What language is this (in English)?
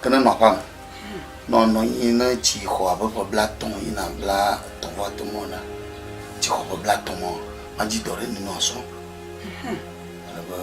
Ewe